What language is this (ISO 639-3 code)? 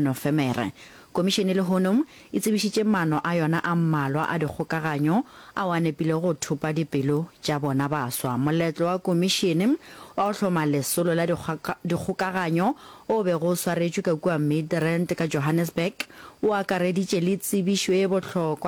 nso